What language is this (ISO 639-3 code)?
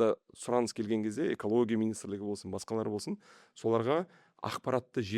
kaz